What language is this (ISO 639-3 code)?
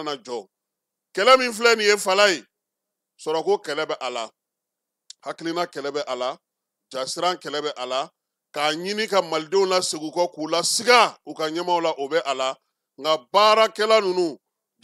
bam